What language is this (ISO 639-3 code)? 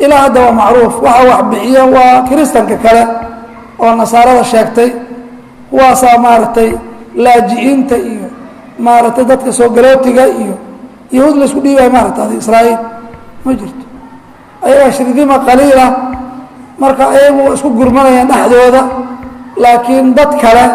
som